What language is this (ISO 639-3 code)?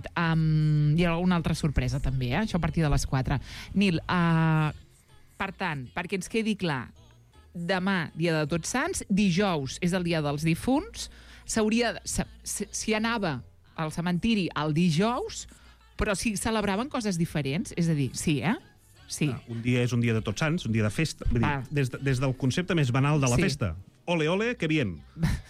cat